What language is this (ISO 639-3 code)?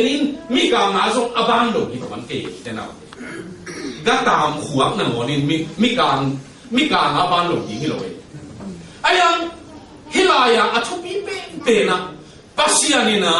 ctd